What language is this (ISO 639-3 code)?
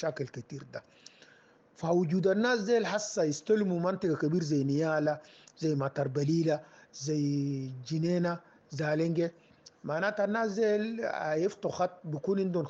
apd